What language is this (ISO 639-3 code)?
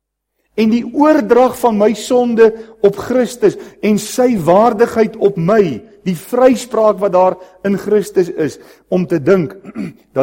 afr